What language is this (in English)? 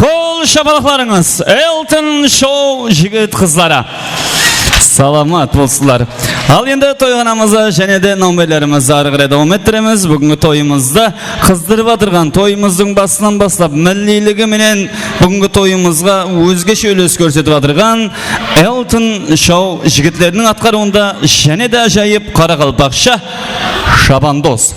Kara-Kalpak